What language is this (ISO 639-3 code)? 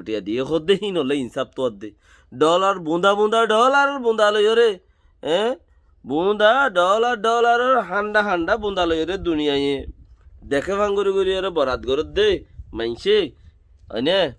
rhg